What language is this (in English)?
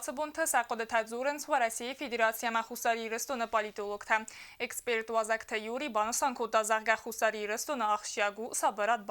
Ossetic